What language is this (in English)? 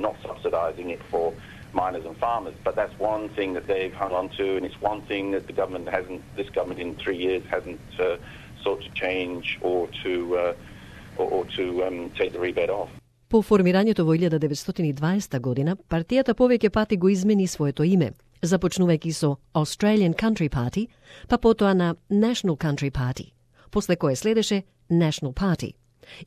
Macedonian